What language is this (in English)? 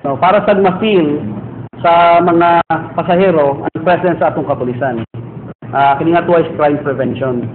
Cebuano